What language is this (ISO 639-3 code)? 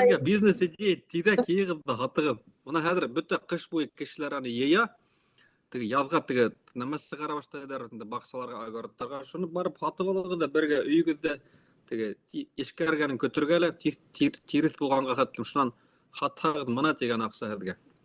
bak